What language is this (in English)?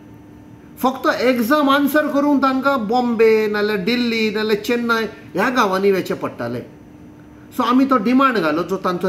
Konkani